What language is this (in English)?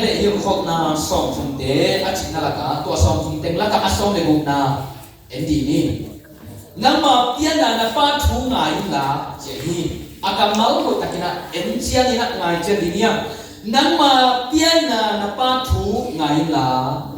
Tedim Chin